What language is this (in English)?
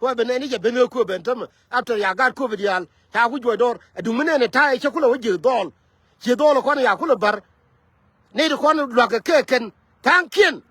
Nuer